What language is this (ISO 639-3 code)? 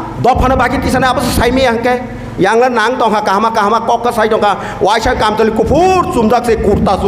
trp